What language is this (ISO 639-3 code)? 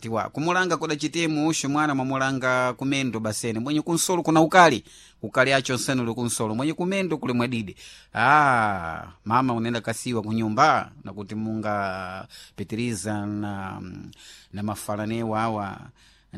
seh